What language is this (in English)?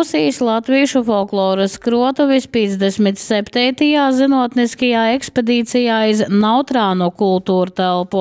Latgalian